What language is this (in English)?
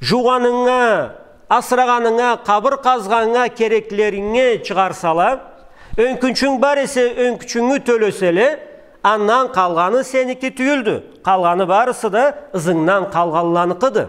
Karachay-Balkar